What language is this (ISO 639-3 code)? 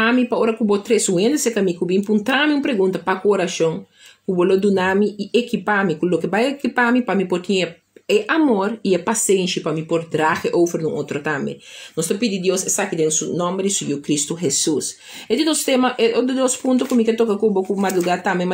pap